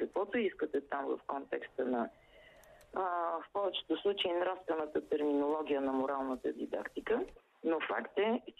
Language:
Bulgarian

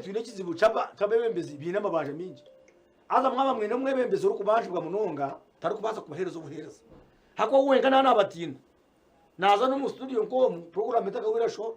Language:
Nyankole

